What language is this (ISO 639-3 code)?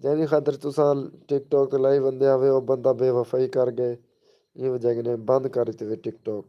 skr